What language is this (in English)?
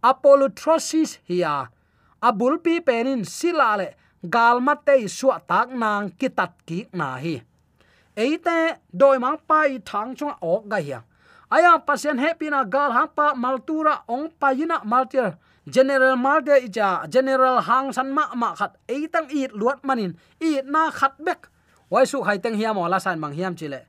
Tedim Chin